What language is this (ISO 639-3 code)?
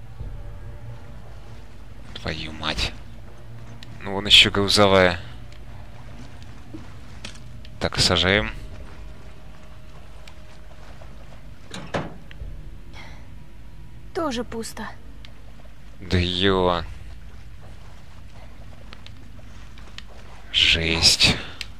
rus